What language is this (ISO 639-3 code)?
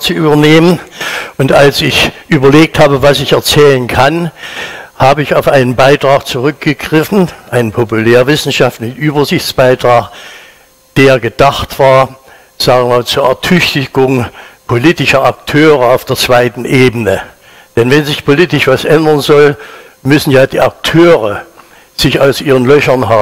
deu